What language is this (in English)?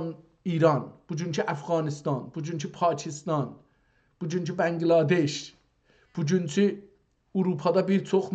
South Azerbaijani